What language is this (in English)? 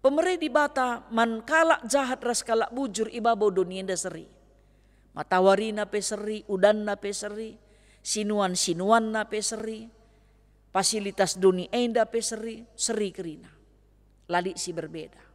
Batak Karo